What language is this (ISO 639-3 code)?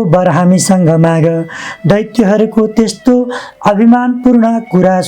nep